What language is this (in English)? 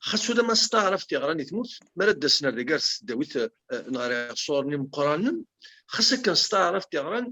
Kabyle